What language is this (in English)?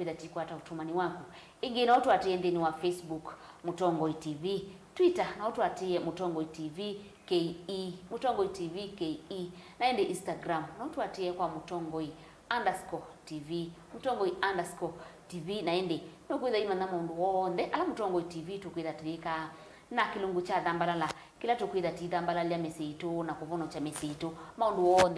Kamba